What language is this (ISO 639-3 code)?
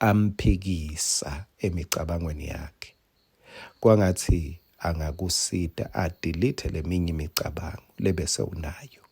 ssw